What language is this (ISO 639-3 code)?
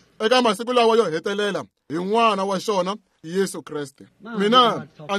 tso